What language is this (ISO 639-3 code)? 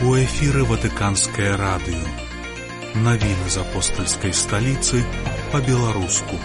bel